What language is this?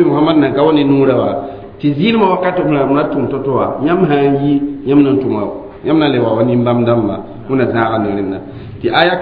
Mossi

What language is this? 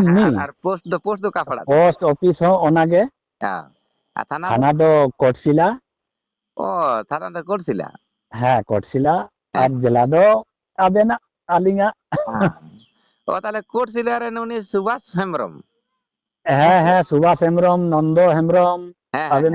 Santali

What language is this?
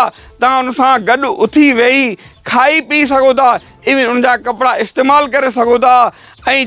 Sindhi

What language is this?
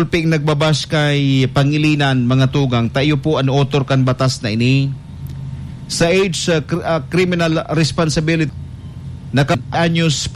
Bikol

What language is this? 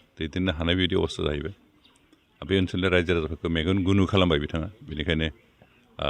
Bodo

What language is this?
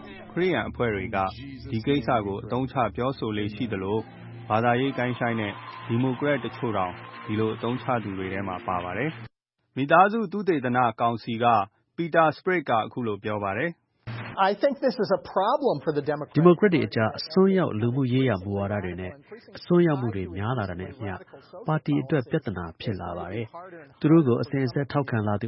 Burmese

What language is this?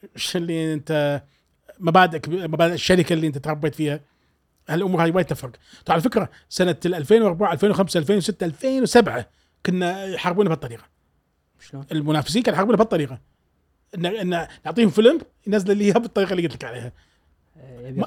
Gulf Arabic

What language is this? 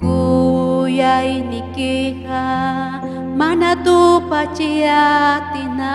Ayacucho Quechua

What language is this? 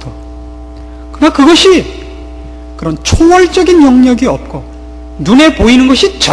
Korean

